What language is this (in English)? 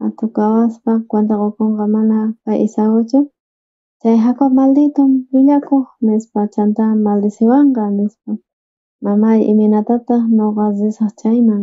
South Bolivian Quechua